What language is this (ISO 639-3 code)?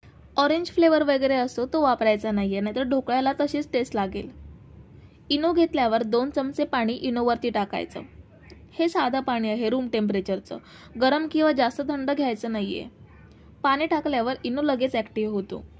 mar